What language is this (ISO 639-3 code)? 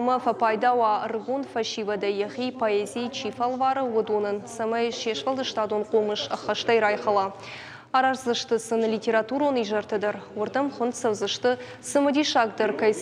oss